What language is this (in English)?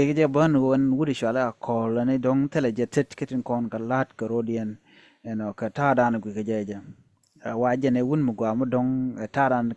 Nuer